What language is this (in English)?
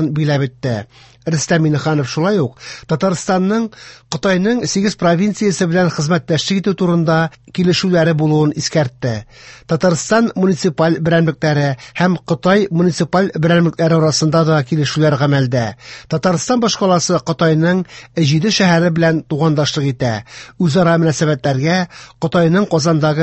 Tatar